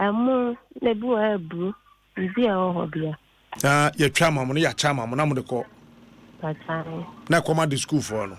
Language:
Akan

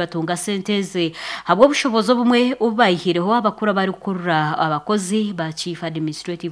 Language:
Nyankole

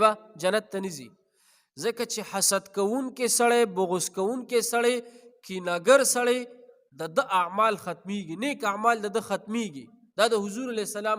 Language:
Pashto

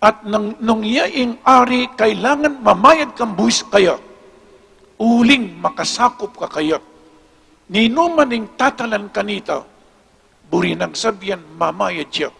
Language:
Pampanga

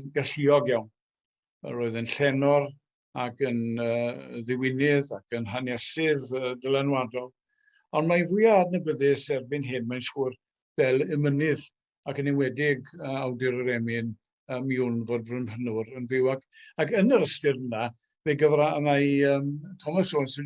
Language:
Welsh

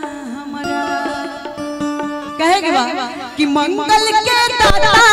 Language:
Bhojpuri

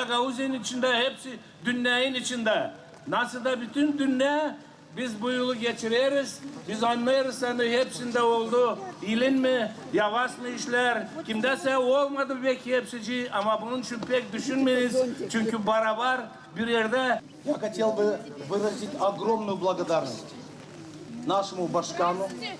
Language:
Gagauz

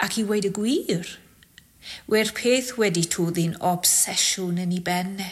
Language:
Welsh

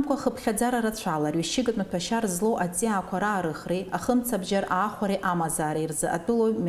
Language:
Abkhazian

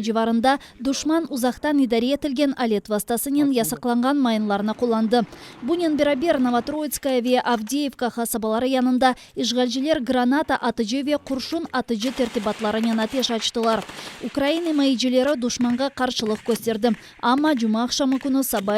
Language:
Crimean Tatar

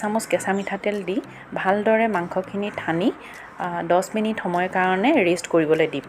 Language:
Assamese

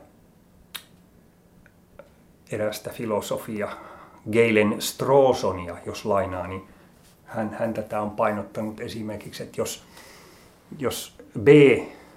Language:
Finnish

